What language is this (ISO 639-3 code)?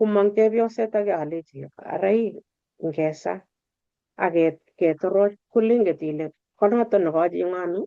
kln